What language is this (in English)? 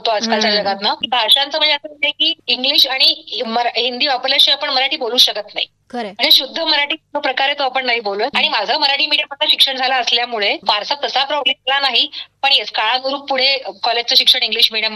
Marathi